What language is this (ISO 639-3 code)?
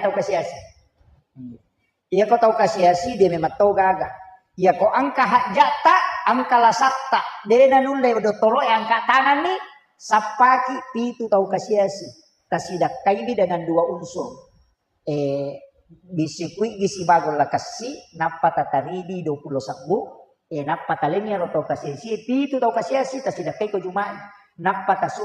bug